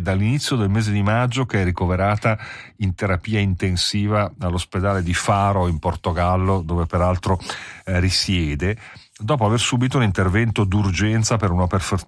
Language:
Italian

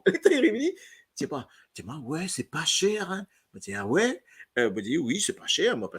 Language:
Morisyen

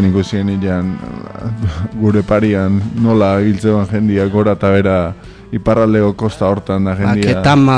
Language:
Basque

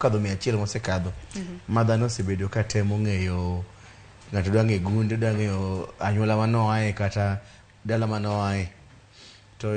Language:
Luo (Kenya and Tanzania)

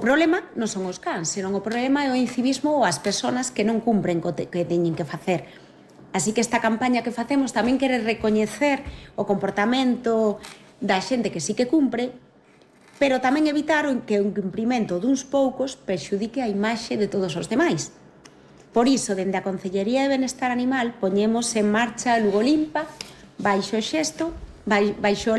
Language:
Galician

